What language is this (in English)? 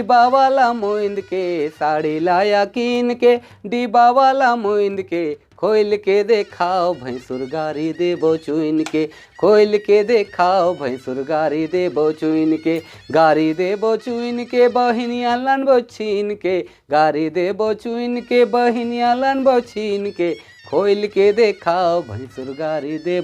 Sadri